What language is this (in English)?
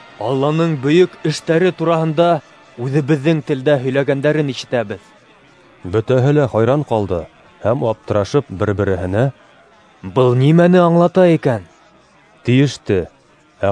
Bashkir